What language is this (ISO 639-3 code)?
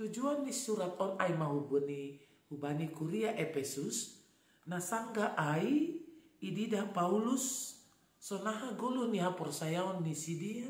bts